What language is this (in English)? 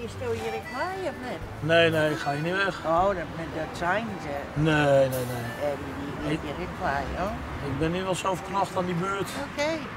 Western Frisian